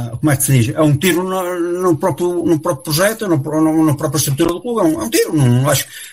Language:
Portuguese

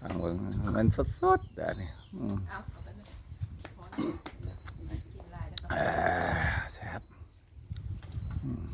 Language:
Lao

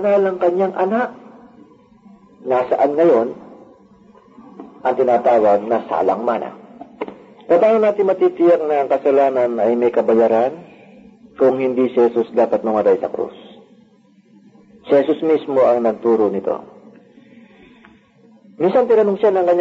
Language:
Filipino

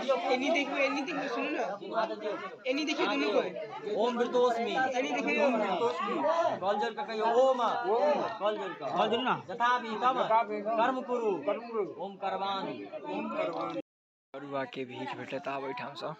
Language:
Maithili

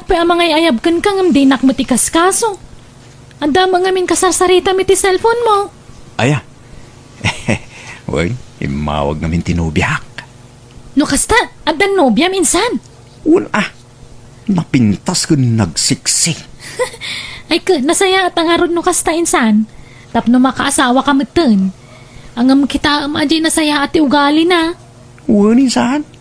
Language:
Iloko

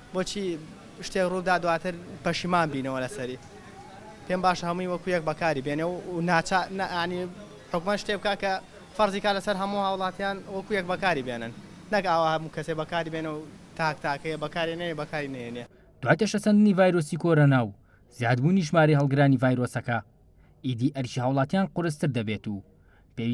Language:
Central Kurdish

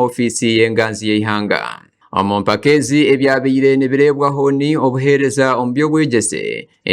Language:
Nyankole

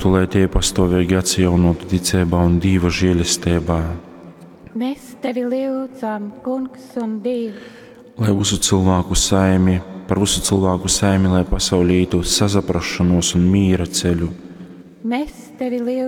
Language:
Latgalian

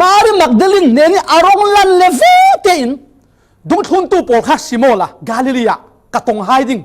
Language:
Falam Chin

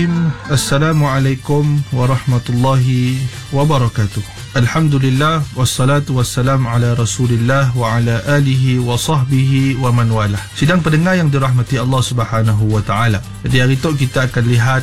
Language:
Malay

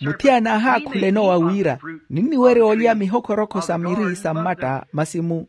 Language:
Makhuwa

